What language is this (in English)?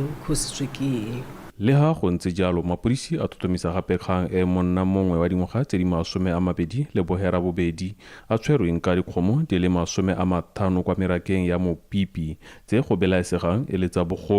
Tswana